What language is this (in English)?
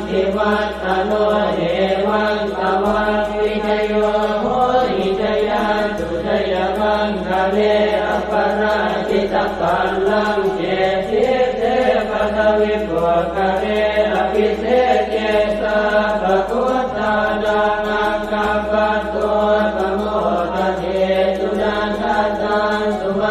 Pali